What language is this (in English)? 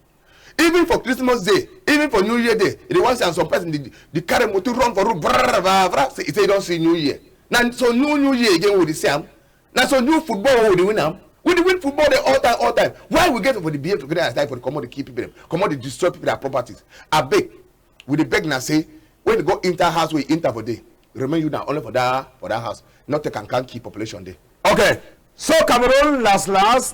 Cameroon Pidgin